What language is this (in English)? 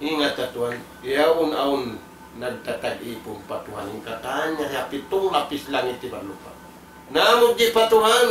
Tausug